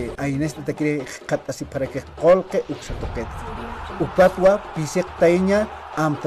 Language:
Aymara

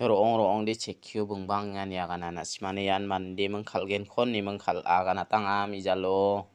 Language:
Garo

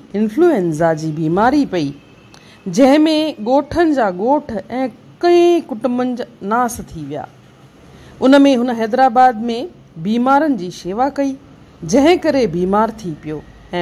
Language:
Sindhi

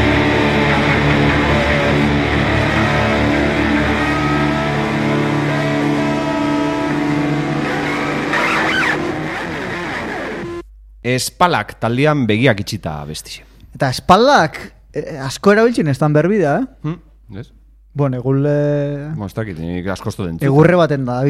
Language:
Basque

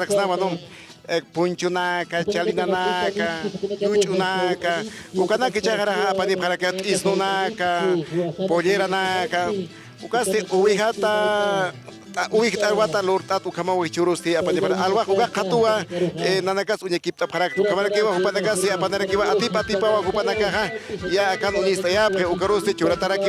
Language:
Aymara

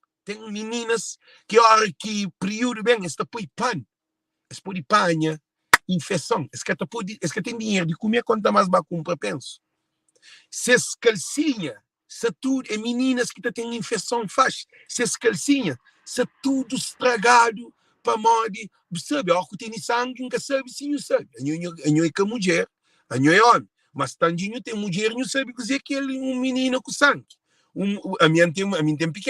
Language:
Kabuverdianu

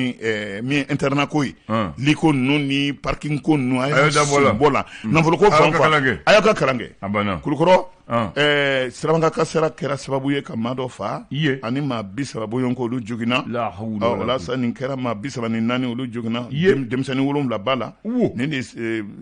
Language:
Bambara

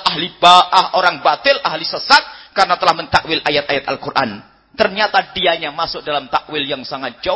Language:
Indonesian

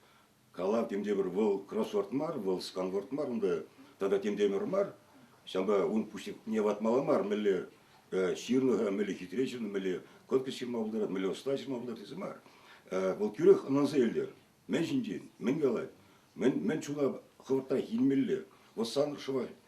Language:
Chuvash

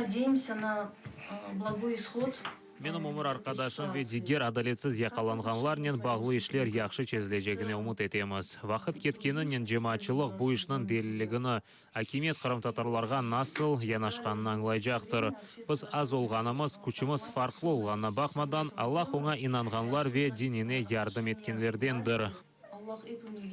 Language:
Crimean Tatar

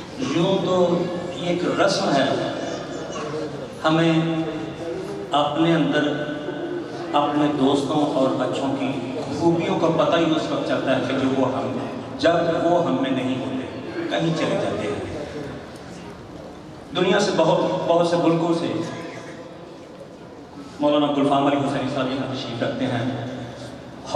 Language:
Urdu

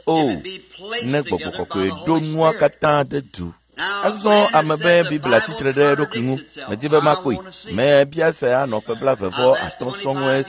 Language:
Ewe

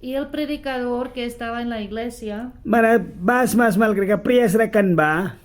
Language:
Mískito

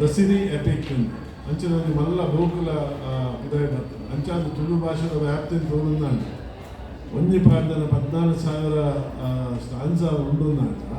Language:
Tulu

